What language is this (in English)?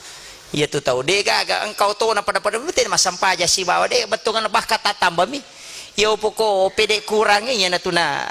Buginese